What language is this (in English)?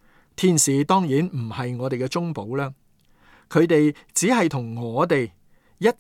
Cantonese